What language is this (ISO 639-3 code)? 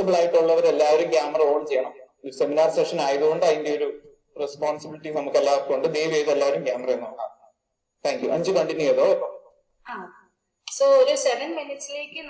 mal